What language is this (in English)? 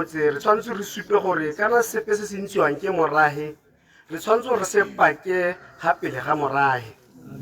Tswana